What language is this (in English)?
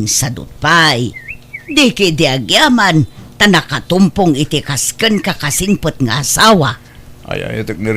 Iloko